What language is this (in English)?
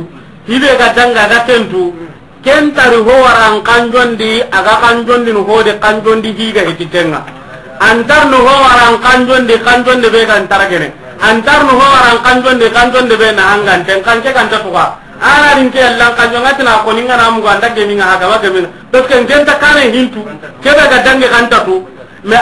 Soninke